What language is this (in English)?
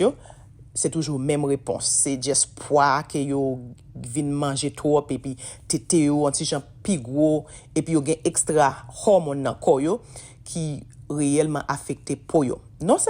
Haitian Creole